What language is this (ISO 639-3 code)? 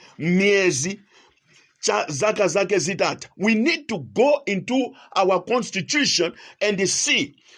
nya